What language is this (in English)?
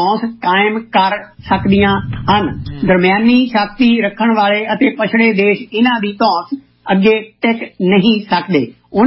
Punjabi